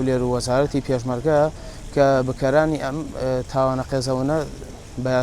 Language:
Central Kurdish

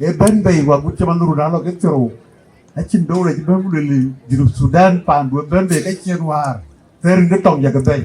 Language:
Dinka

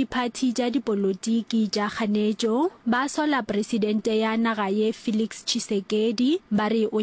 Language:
Northern Sotho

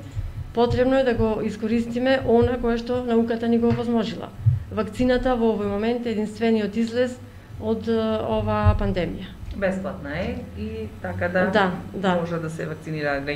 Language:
Macedonian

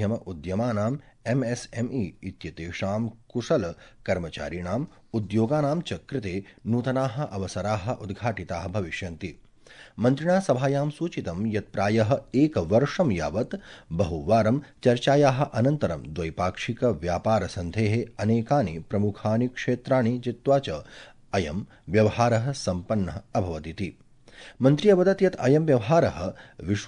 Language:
Sanskrit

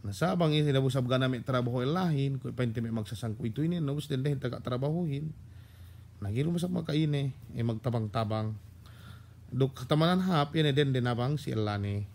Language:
Yakan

